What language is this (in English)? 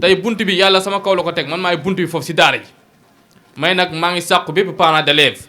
Wolof